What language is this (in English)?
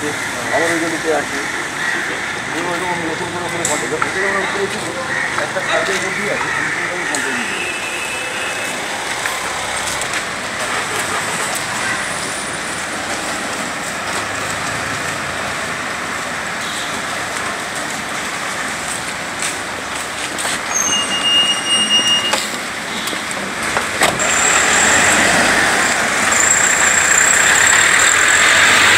Bangla